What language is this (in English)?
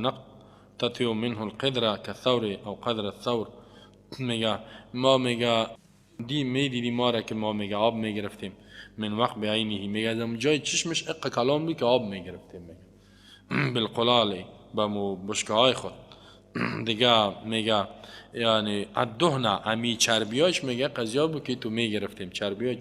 Persian